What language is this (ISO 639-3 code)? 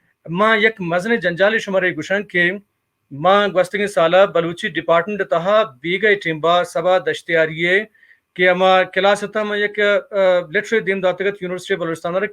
bal